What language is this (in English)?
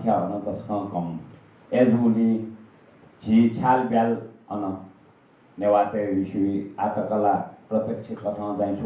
Newari